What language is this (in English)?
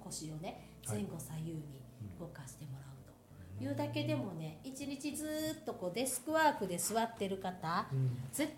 Japanese